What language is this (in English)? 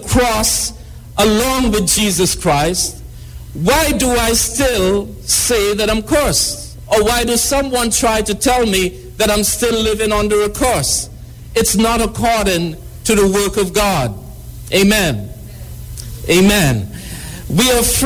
English